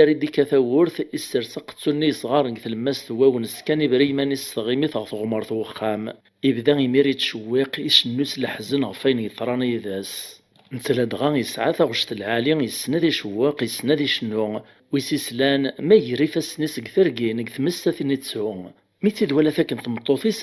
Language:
Kabyle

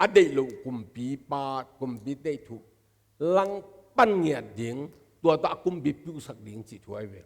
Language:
Tedim Chin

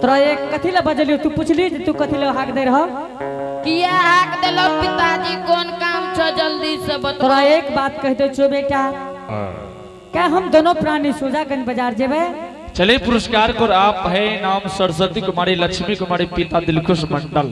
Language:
Angika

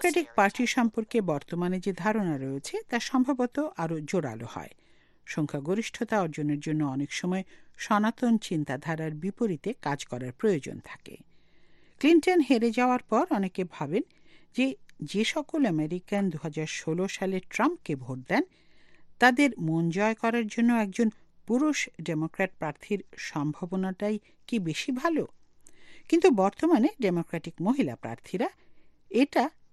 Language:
Bangla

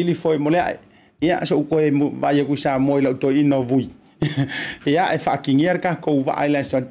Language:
Samoan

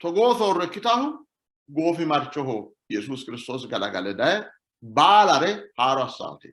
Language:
Sidamo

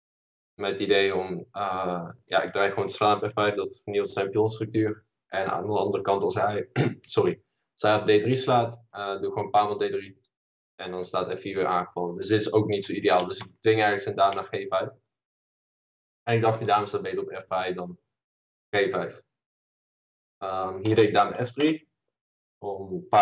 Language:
Dutch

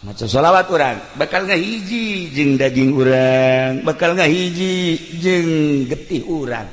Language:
Sundanese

